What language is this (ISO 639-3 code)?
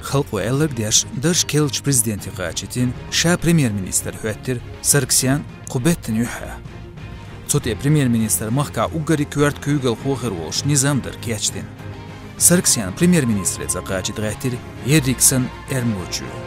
che